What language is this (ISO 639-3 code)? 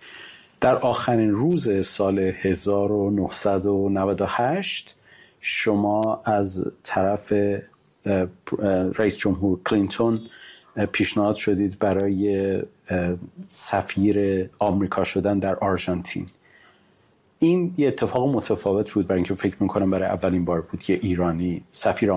fas